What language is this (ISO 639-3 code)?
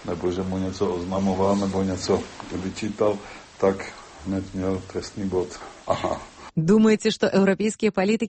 bel